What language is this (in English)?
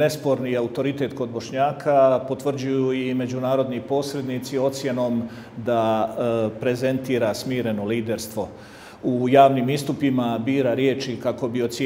Bosnian